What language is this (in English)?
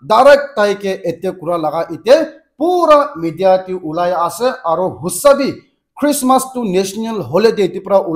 Naga Pidgin